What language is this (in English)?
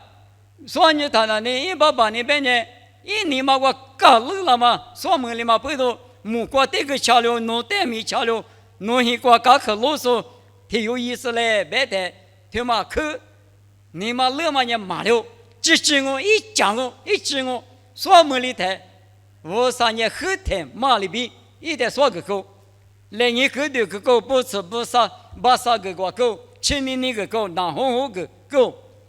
Lisu